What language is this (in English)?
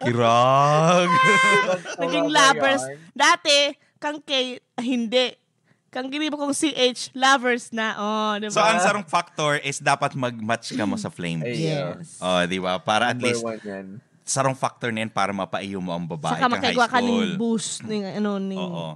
Bikol